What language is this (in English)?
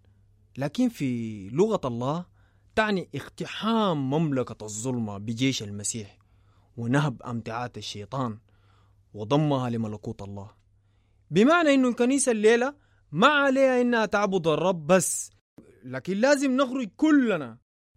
Sudanese Arabic